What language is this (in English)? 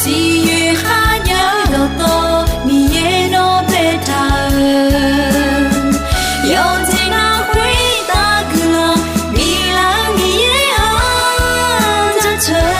Akha